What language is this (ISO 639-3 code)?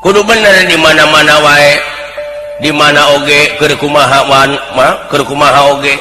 sun